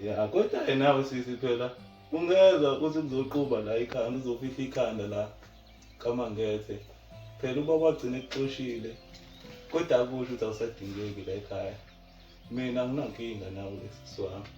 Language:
Zulu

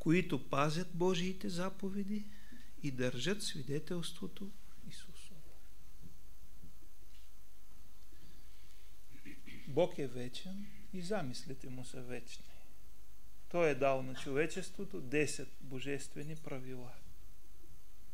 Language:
Bulgarian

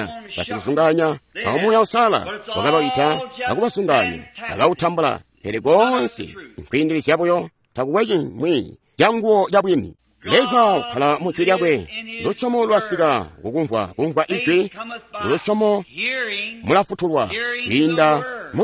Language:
Tonga (Zambia)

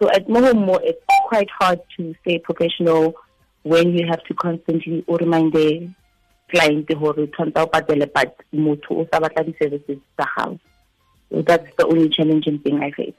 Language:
Tswana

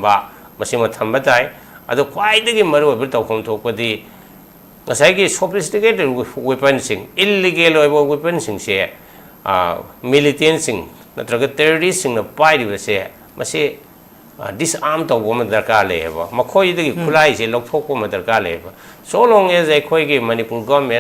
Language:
Manipuri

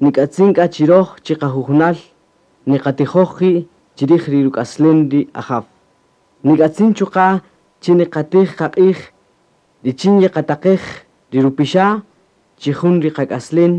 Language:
Kaqchikel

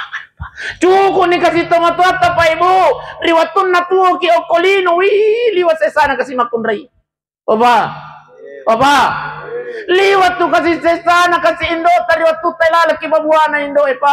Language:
Buginese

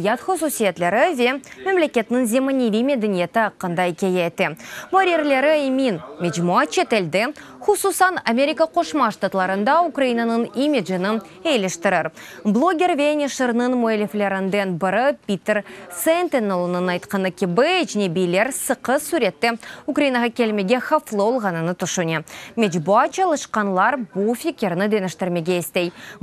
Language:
Crimean Tatar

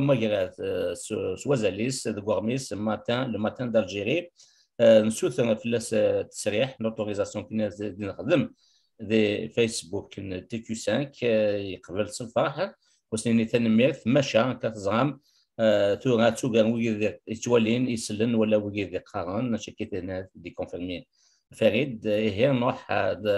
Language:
Kabyle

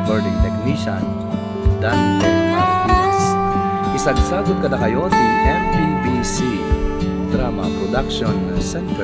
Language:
Iloko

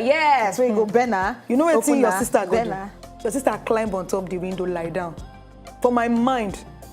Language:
Nigerian Pidgin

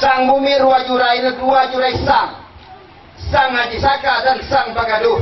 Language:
Lampung Nyo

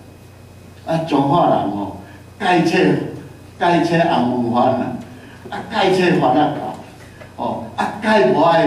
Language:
Min Nan Chinese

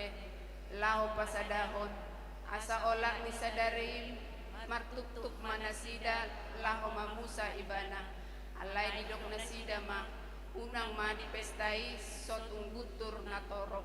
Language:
Batak Toba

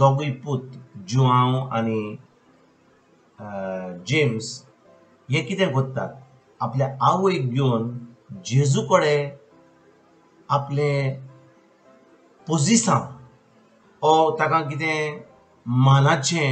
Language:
Konkani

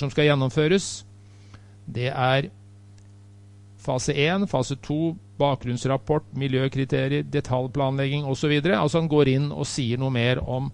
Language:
Norwegian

